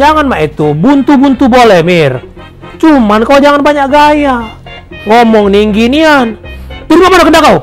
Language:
Musi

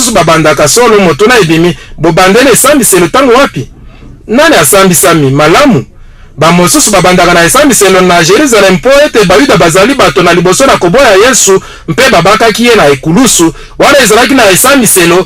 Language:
Lingala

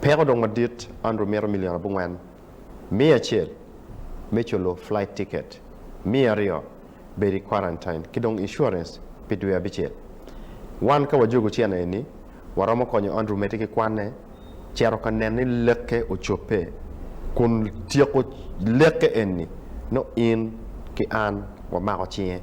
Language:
Acoli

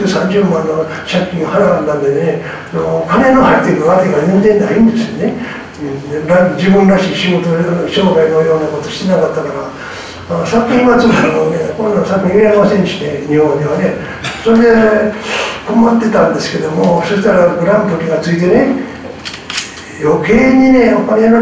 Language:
Japanese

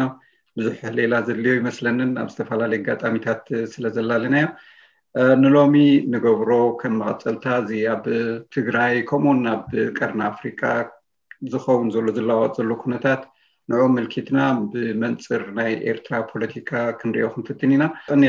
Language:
Tigrinya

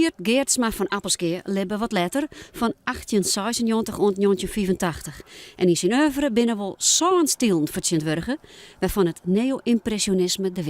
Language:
Western Frisian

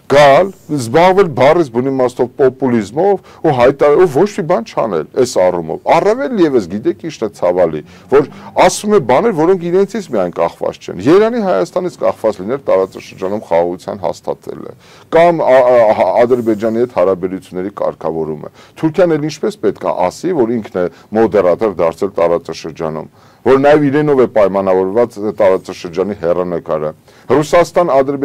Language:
Armenian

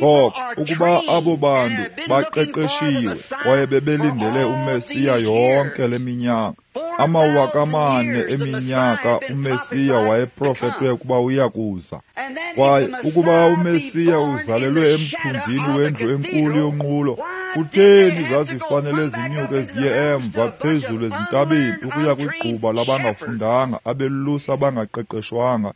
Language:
Xhosa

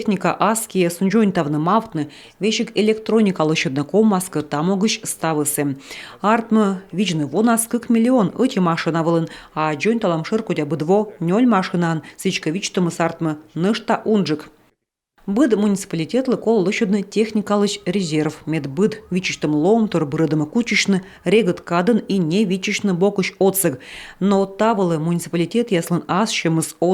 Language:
Komi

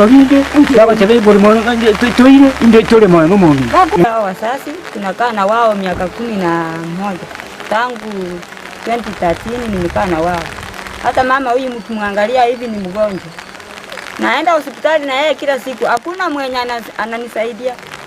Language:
Gusii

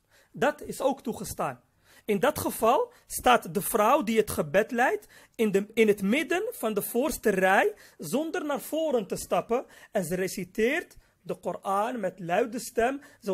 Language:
Dutch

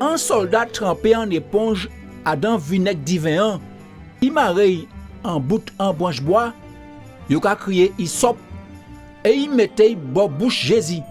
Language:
Guadeloupean Creole French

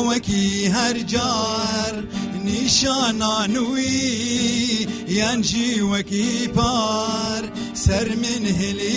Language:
Kurdish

